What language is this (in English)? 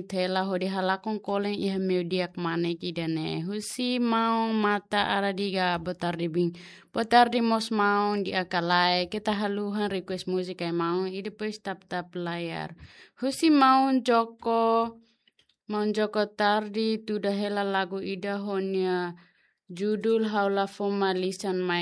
Tetum